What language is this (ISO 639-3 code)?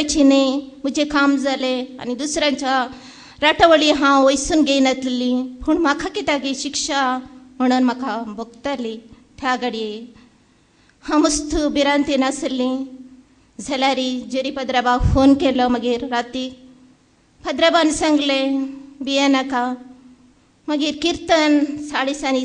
kok